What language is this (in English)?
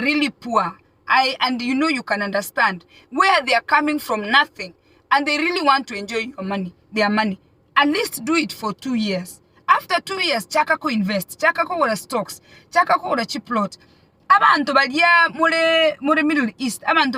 Gusii